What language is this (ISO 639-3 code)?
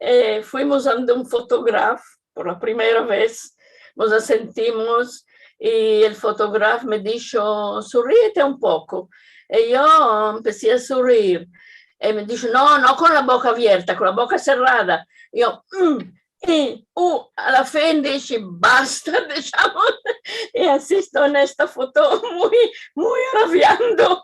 lad